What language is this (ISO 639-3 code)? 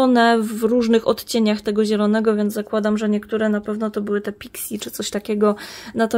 pol